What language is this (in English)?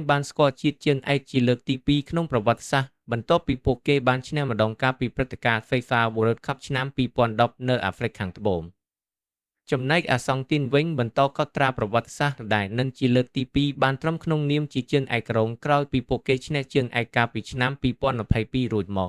Khmer